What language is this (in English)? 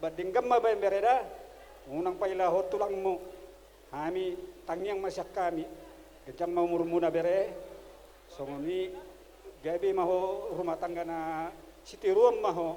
Batak Toba